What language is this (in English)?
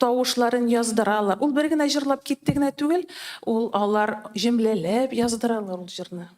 Tatar